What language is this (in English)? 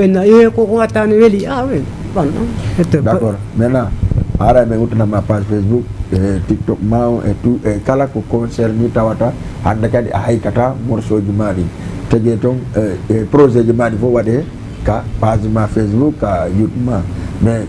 Fula